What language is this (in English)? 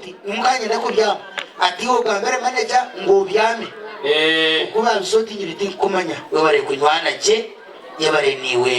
Nyankole